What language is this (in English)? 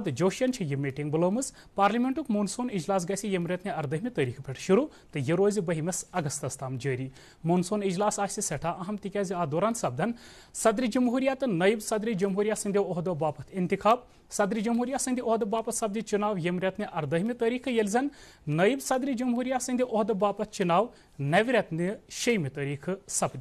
Kashmiri